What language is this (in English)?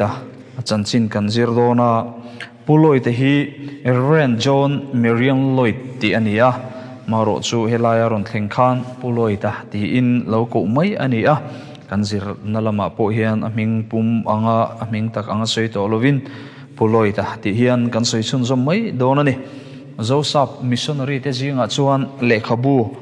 Mizo